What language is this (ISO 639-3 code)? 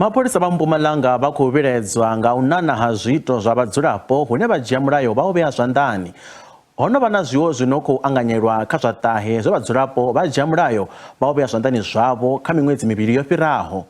ven